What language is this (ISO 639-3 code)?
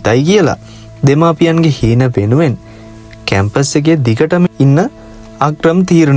sin